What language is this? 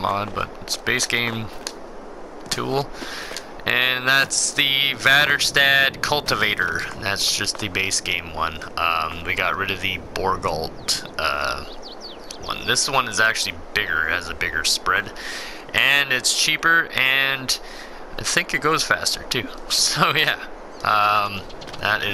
English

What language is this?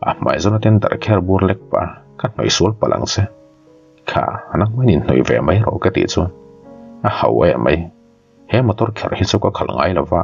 Mizo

